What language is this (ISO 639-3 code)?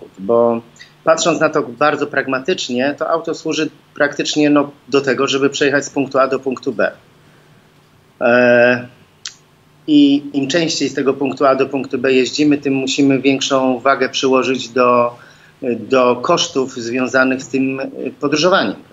pol